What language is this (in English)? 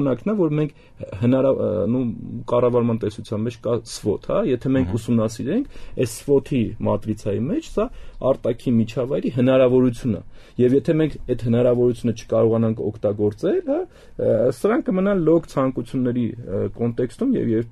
Armenian